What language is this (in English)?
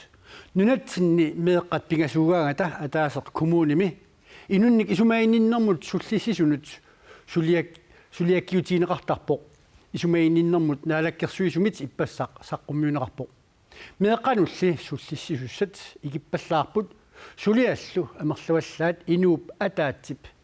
Kalaallisut